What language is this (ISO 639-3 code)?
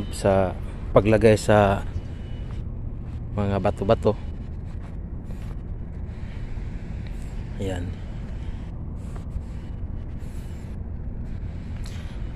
fil